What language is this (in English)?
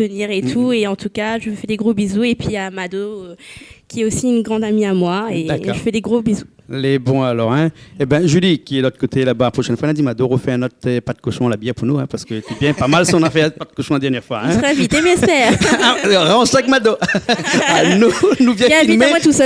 Réunion Creole French